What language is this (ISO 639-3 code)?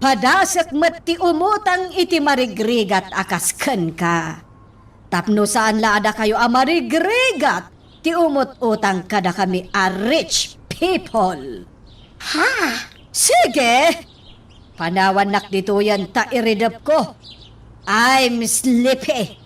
ilo